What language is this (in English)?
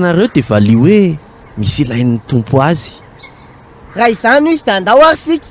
Malagasy